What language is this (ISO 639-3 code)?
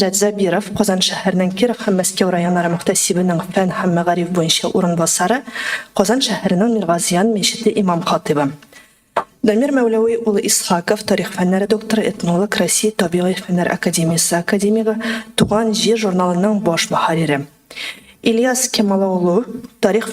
tat